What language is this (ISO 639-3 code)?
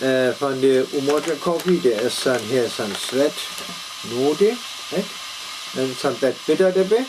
frr